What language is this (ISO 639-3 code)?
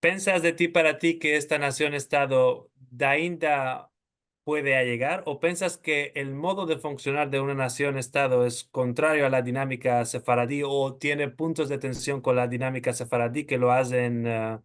lad